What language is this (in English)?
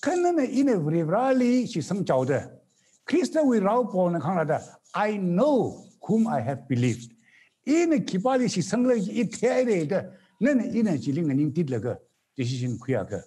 Tangkhul Naga (India)